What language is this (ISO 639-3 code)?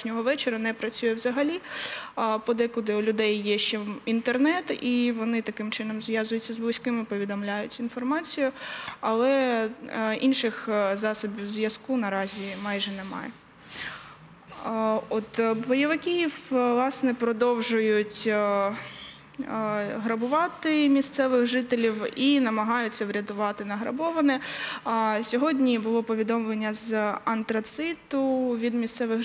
ukr